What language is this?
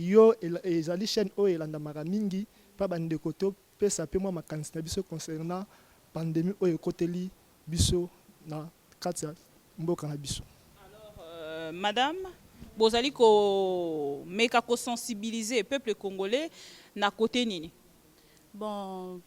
Lingala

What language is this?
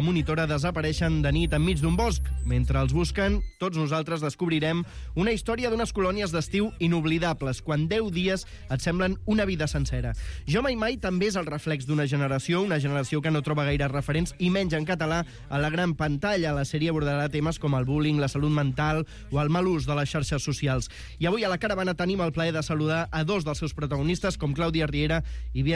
Catalan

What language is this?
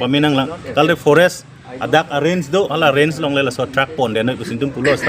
Karbi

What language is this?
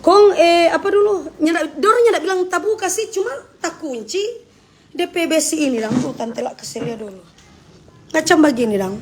Manado Malay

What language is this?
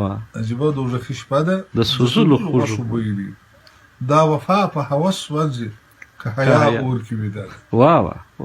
Pashto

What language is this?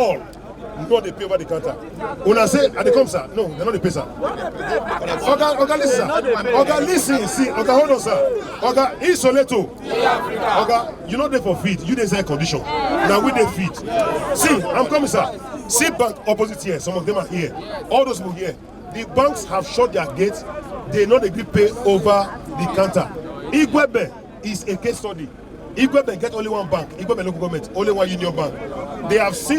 Nigerian Pidgin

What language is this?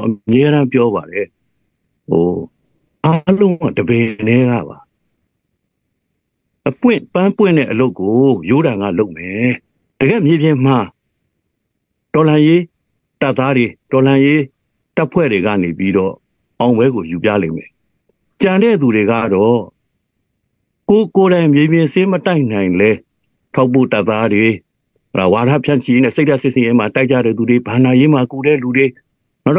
Burmese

